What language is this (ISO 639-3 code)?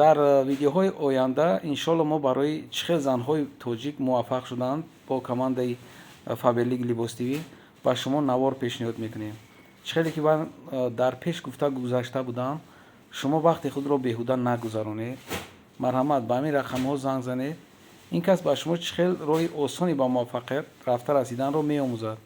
tgk